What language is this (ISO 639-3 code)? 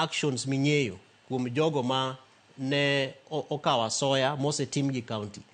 luo